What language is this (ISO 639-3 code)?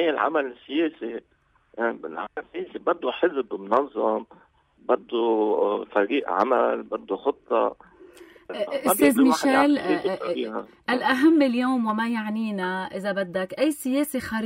apc